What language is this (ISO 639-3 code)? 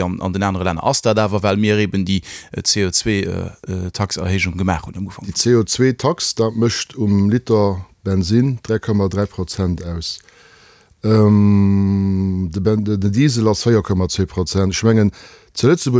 ltz